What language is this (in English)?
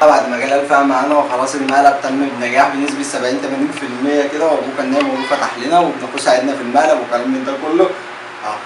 Egyptian Arabic